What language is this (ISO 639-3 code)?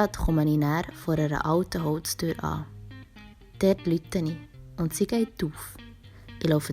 gsw